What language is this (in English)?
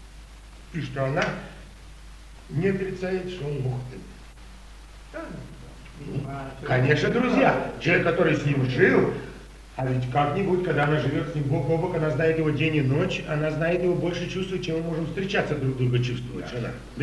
Russian